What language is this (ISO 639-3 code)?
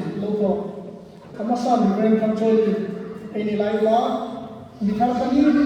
hmr